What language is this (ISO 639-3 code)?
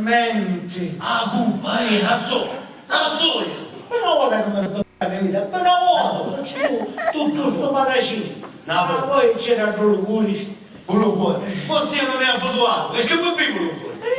scn